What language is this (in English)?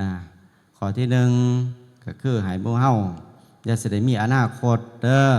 Northeastern Thai